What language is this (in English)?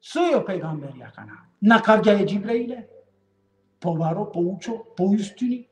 Balkan Romani